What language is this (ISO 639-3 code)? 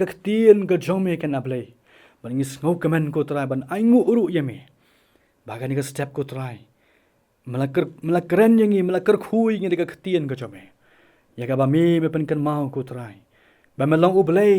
kha